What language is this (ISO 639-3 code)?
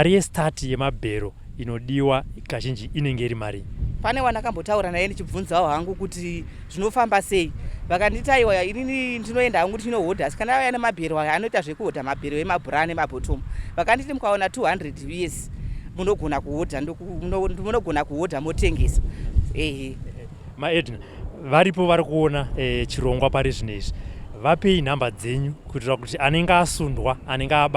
sna